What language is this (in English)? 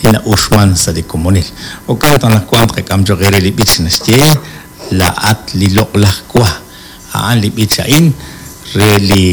Kekchí